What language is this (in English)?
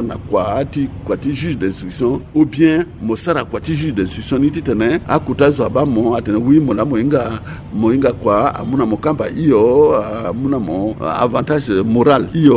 Sango